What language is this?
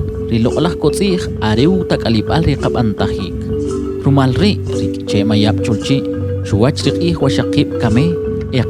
Kʼicheʼ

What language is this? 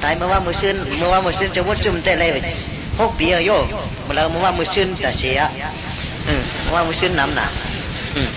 Shan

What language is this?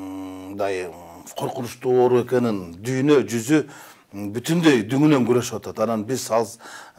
Kyrgyz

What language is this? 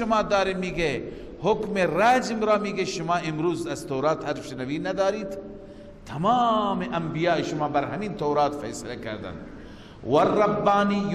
Persian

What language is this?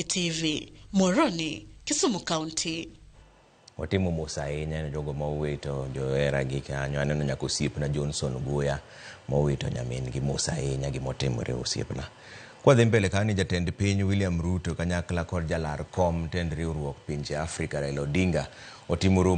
Luo (Kenya and Tanzania)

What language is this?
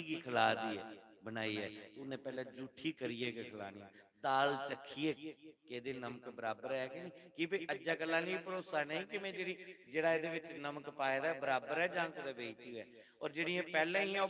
Dogri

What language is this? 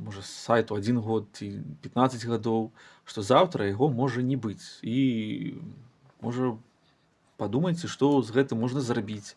Belarusian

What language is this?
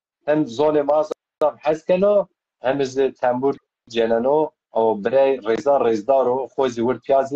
Zaza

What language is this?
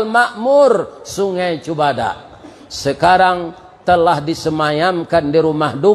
Minangkabau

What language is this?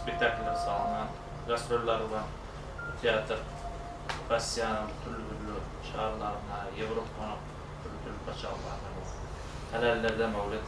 Kumyk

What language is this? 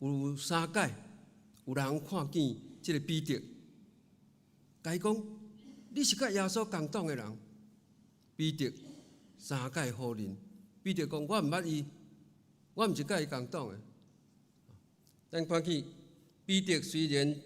Min Nan Chinese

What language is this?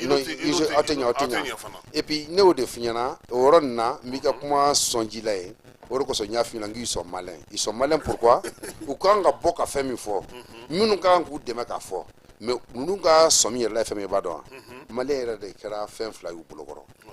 Bambara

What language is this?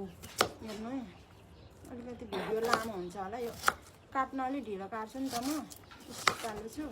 Nepali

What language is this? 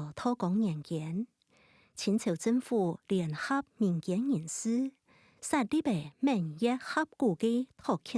Hakka Chinese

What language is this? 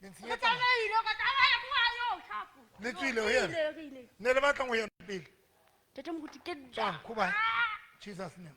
Southern Sotho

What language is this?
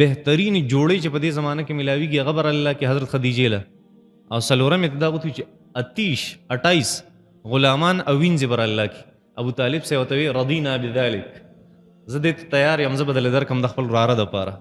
Pashto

